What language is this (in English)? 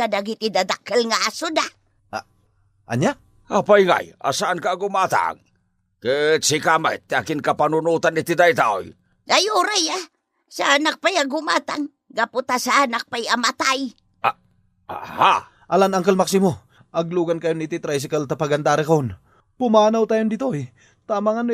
Iloko